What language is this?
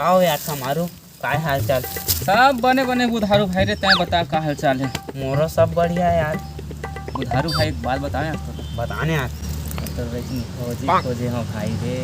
Chhattisgarhi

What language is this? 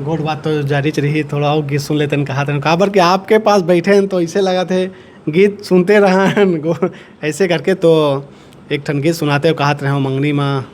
Chhattisgarhi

